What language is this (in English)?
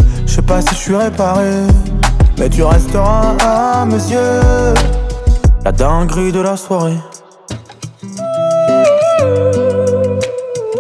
French